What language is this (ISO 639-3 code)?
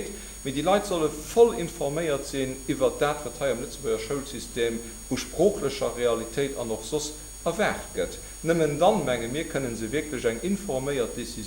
ltz